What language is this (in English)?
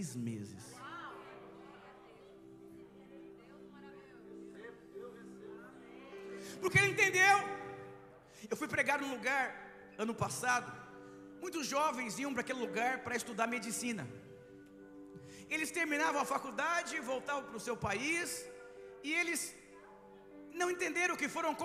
Portuguese